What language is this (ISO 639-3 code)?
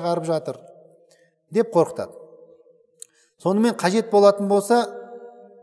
kaz